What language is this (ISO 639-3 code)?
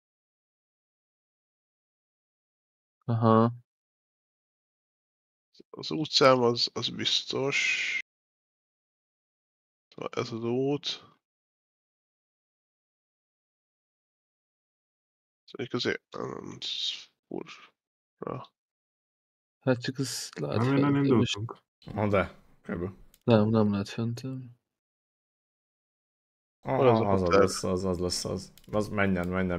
hun